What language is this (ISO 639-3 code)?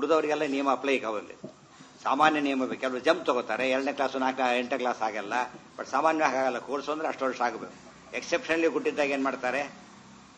kan